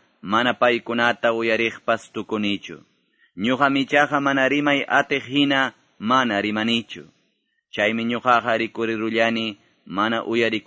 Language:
Quechua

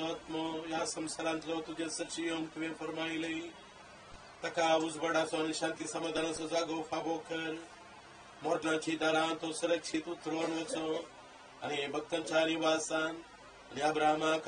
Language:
Konkani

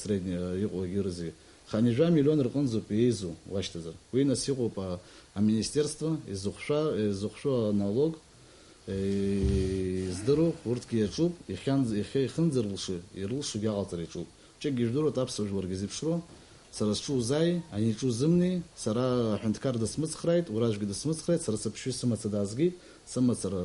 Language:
Abkhazian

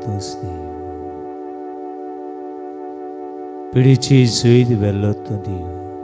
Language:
Konkani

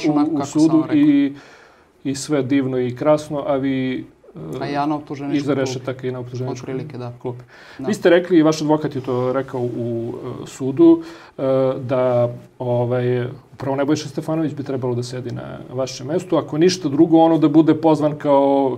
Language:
Serbian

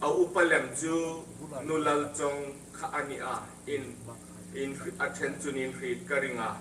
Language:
Hmar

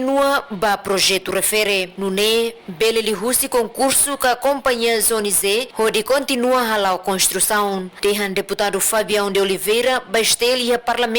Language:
Tetum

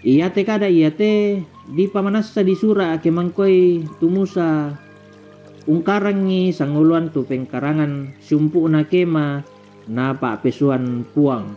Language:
Toraja-Sa'dan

